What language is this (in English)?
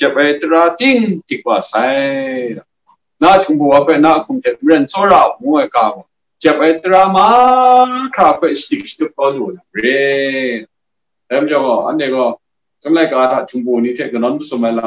Kachin